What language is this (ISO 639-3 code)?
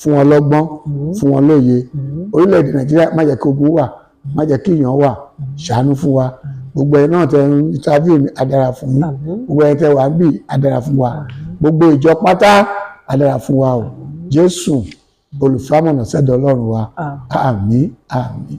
yor